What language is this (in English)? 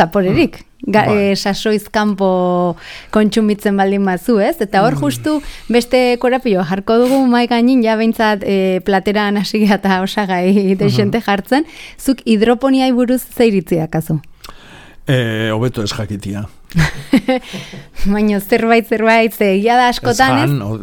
Basque